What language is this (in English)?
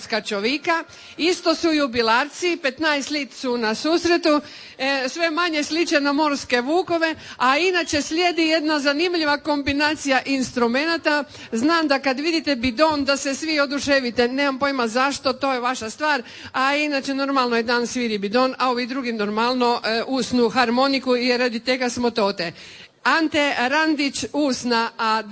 Croatian